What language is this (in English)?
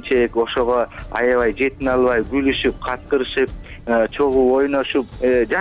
Kyrgyz